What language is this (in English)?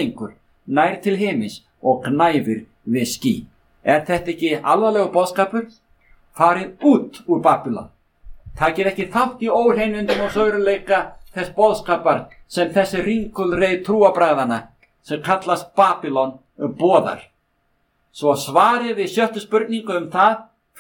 Icelandic